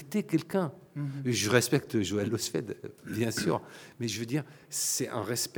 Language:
French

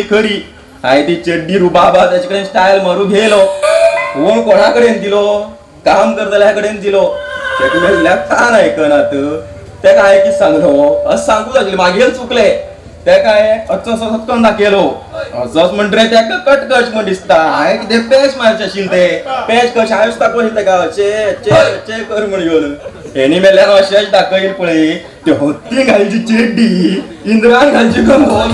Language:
Konkani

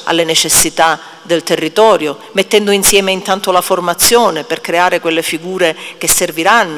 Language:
Italian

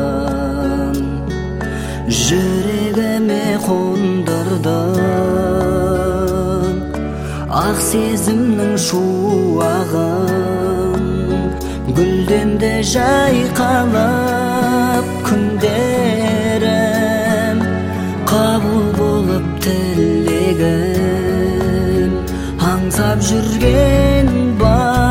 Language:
Kazakh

